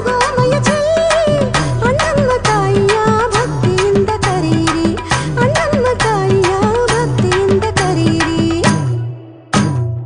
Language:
Kannada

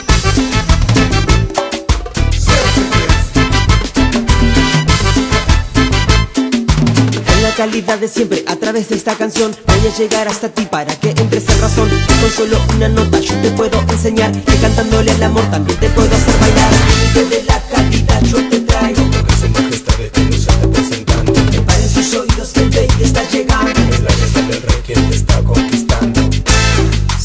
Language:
Spanish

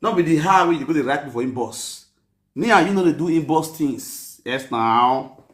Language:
Nigerian Pidgin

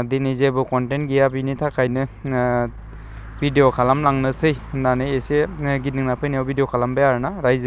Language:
Bodo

